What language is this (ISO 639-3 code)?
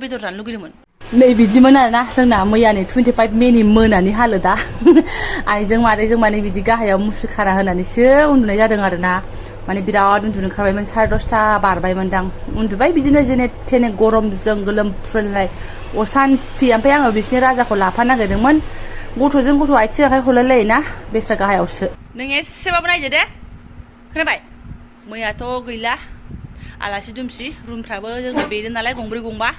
brx